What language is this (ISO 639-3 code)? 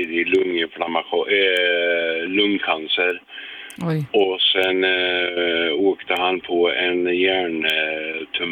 swe